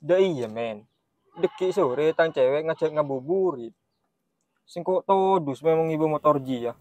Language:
Madurese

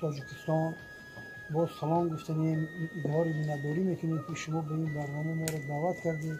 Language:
Tajik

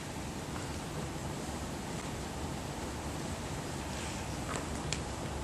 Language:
Bosnian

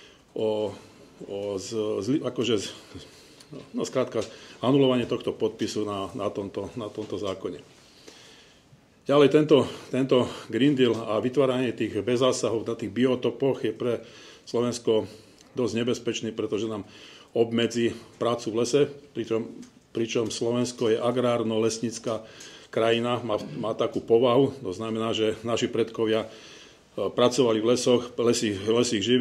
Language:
Slovak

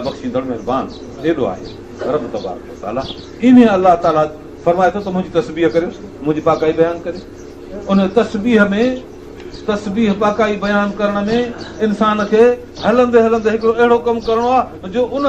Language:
Sindhi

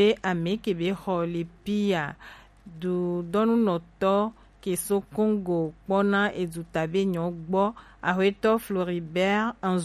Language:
Gen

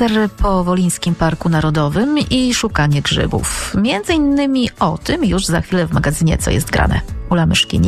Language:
Polish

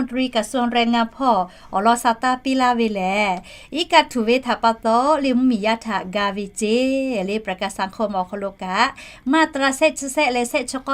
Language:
Lahu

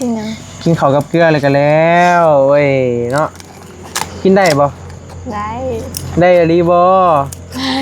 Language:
Northeastern Thai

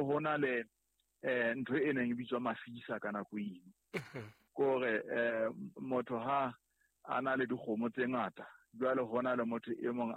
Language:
Southern Sotho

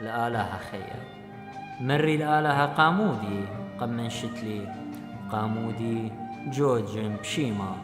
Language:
Assyrian Neo-Aramaic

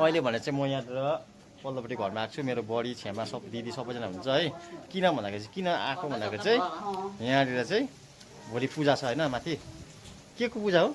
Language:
Nepali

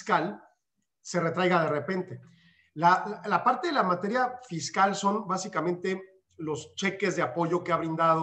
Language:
Spanish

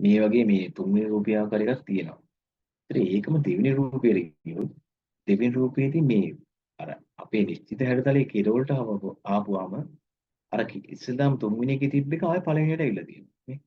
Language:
Sinhala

